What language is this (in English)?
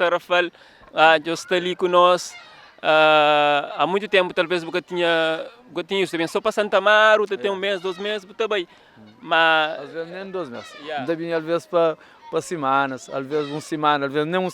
Kabuverdianu